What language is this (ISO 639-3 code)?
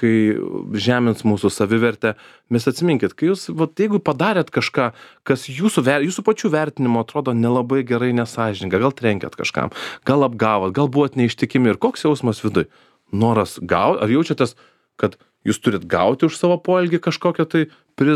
lit